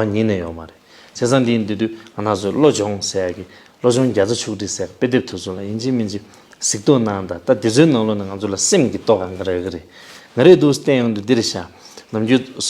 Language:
Tibetan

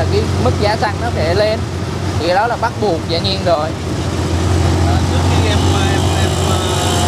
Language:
Vietnamese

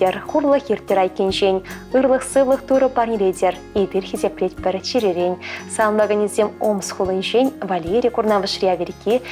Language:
Chuvash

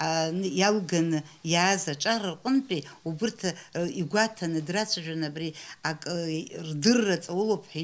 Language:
Abkhazian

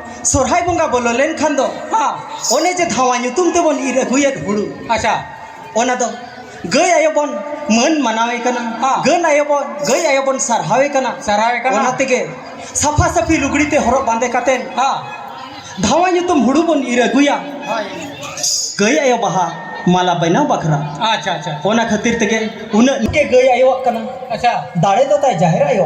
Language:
Santali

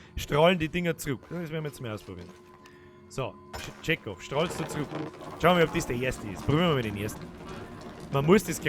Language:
Bavarian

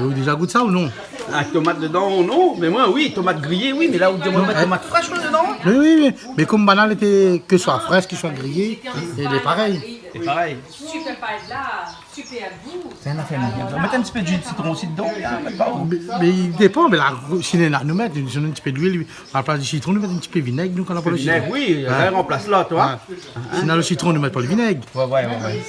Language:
Réunion Creole French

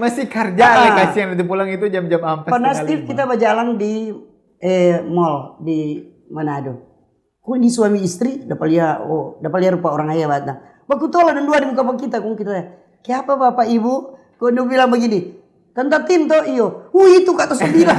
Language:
Manado Malay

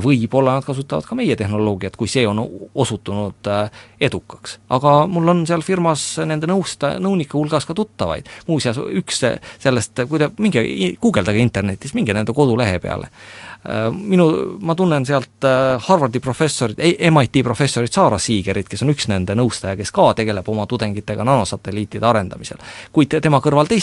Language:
Estonian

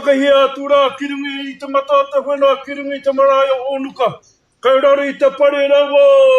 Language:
Māori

